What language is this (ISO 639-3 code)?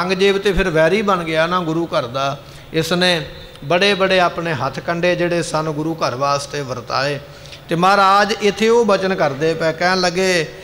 pan